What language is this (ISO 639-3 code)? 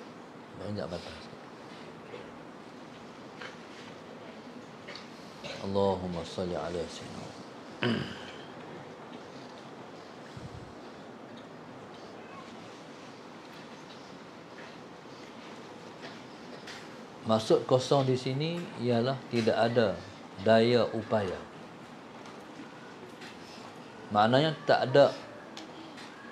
msa